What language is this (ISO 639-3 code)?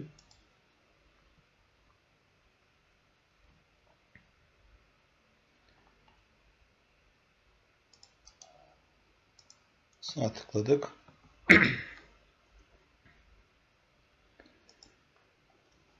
tur